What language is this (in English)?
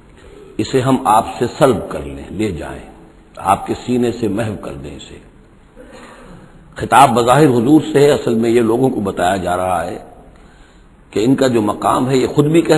Urdu